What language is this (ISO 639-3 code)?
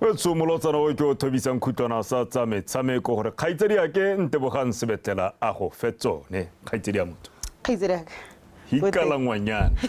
tsn